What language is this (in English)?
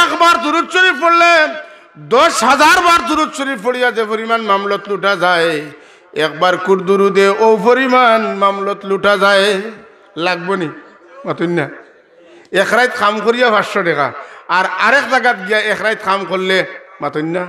Sylheti